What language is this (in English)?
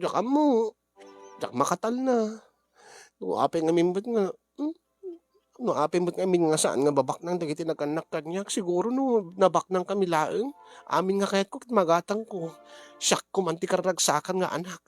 Iloko